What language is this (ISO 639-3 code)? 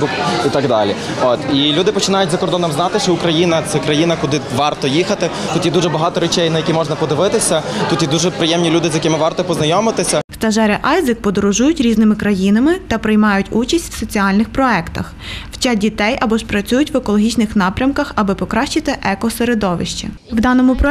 ukr